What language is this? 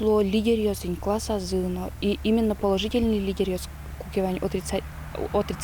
Udmurt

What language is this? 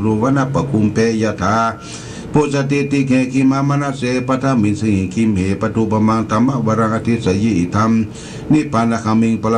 Pali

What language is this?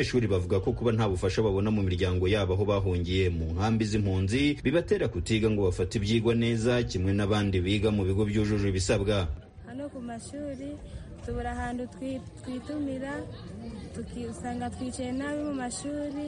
Kinyarwanda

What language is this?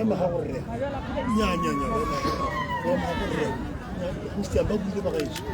Tswana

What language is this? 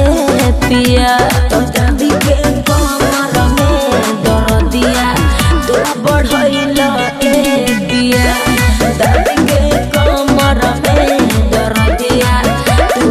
Bhojpuri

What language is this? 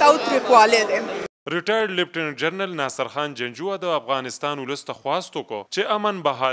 Pashto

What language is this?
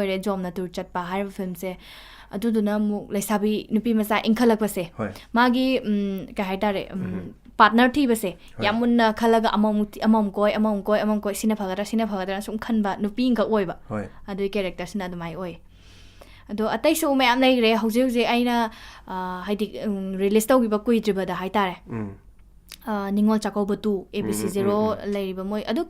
Manipuri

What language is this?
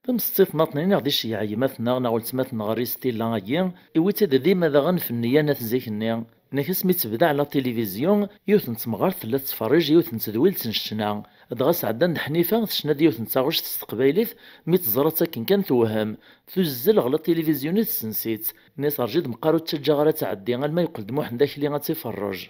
Kabyle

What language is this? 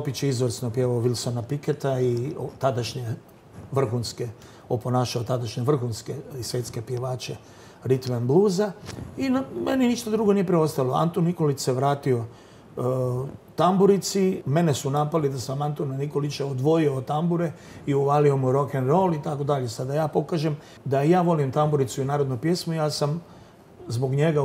Croatian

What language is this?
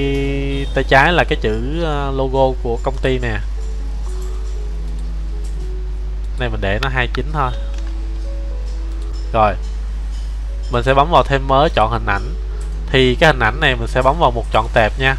Vietnamese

